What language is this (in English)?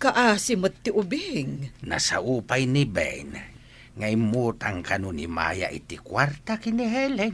Iloko